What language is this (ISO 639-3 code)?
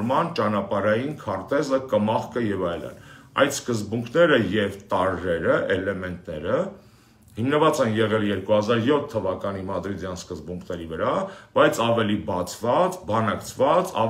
hye